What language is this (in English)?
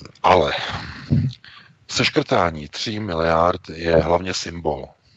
Czech